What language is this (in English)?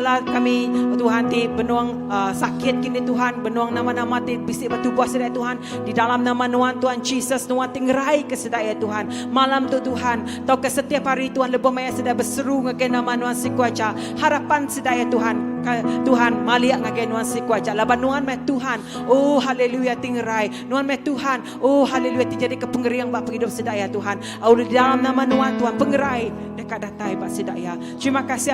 Iban